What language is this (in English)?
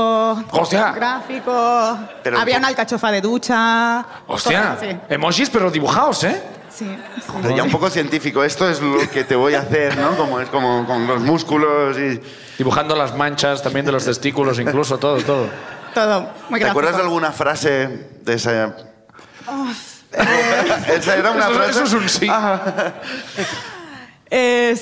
Spanish